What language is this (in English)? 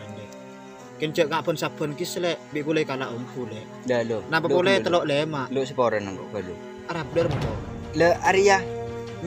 Madurese